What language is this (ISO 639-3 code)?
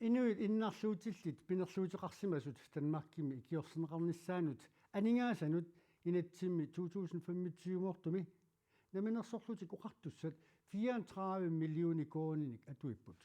kal